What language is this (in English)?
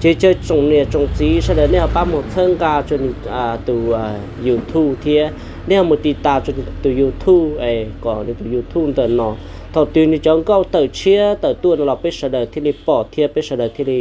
Hmong